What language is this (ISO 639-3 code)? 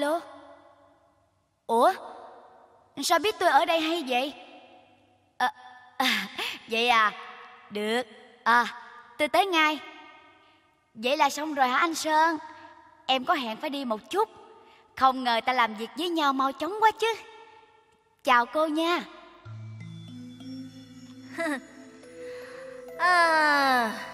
vie